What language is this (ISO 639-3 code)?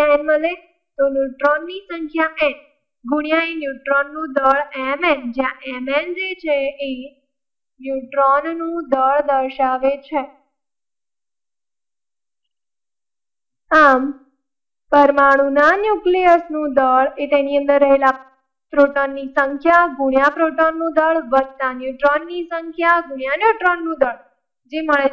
guj